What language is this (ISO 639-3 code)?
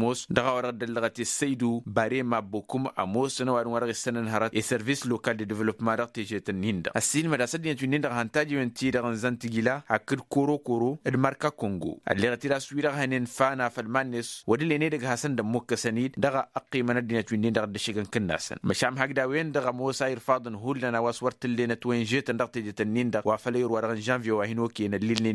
taq